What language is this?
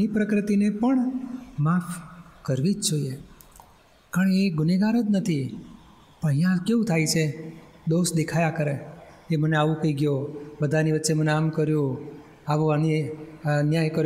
Gujarati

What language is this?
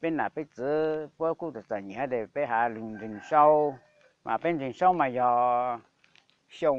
Hmong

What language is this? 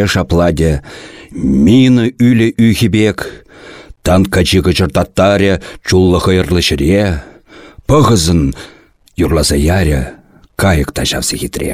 Chuvash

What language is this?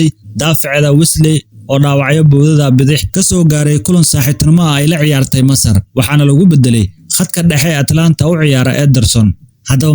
Somali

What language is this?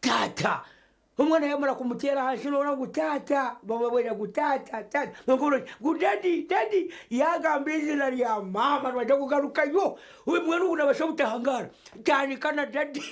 Nyankole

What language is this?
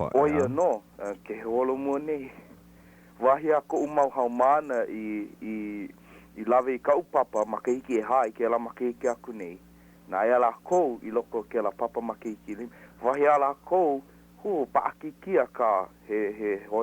Hawaiian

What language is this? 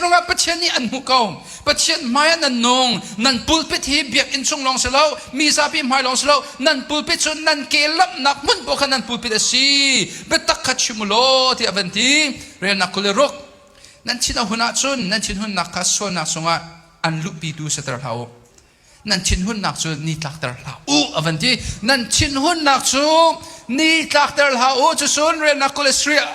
Hakha Chin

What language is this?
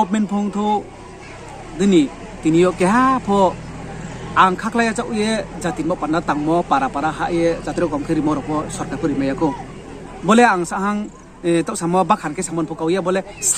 Riang (India)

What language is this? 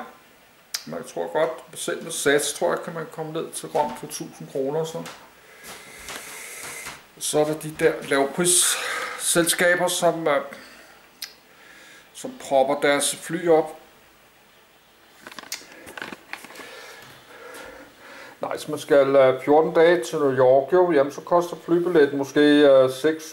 Danish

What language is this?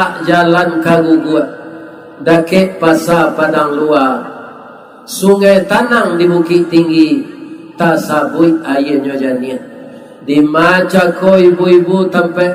Minangkabau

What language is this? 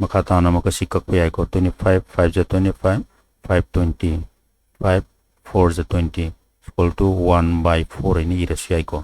Manipuri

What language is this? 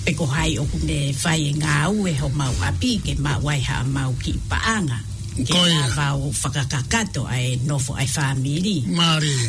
Tongan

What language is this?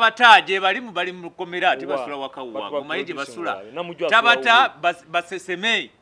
Ganda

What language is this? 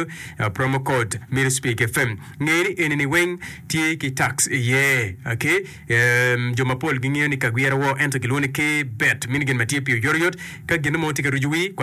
Acoli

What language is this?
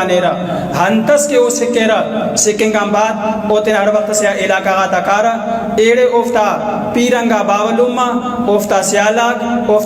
Brahui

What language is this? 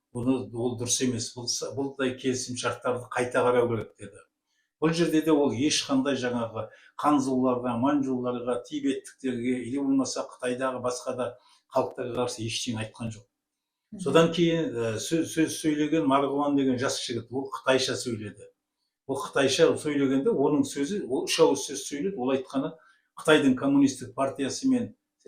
Kazakh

